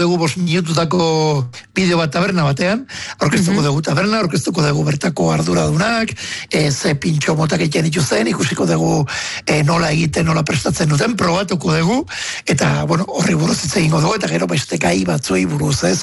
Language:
Basque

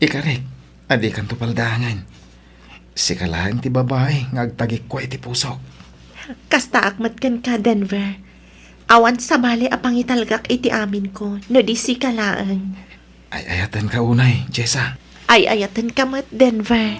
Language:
Iloko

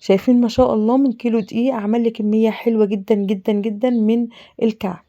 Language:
Egyptian Arabic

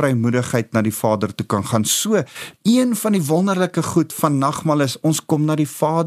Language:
Afrikaans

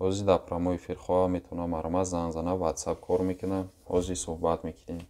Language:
Tajik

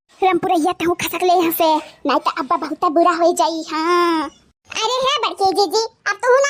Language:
Awadhi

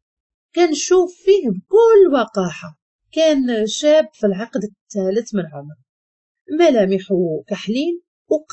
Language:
Moroccan Arabic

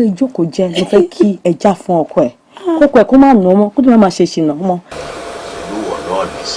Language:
Yoruba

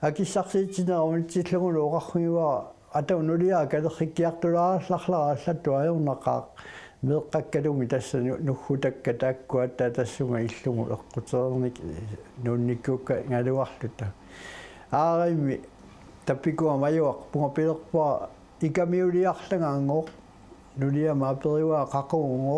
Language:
Kalaallisut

